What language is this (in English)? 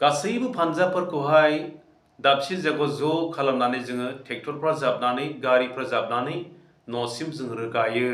Bodo